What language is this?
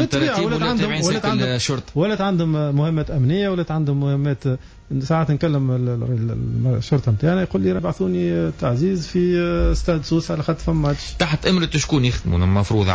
Tunisian Arabic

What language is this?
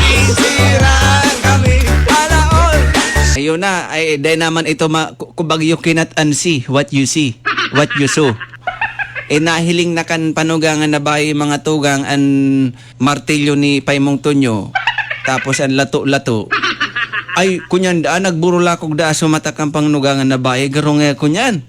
Bikol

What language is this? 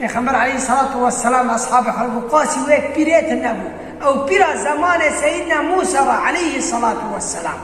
Kurdish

